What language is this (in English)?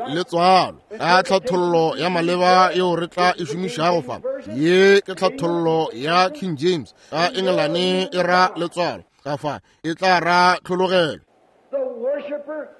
Northern Sotho